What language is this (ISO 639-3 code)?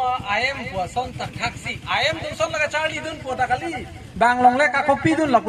mjw